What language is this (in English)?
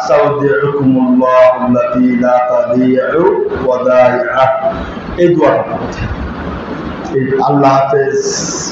Bangla